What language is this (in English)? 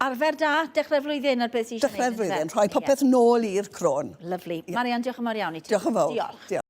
Welsh